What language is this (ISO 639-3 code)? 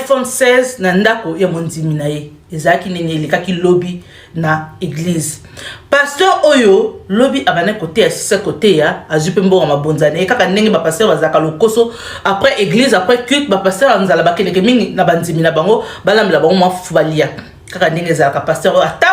lin